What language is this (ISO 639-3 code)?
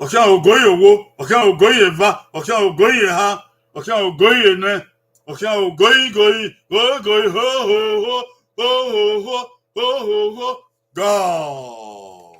bin